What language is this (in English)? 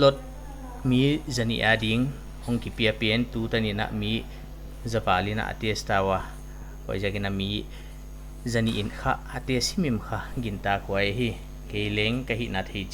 Paite Chin